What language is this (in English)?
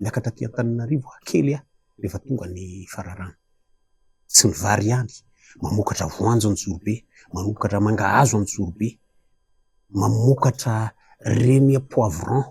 Malagasy